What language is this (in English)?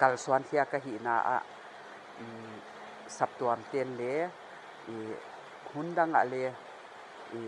Paite Chin